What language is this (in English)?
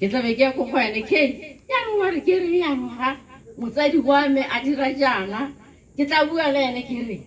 Tswana